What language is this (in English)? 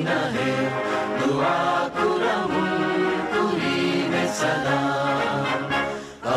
Divehi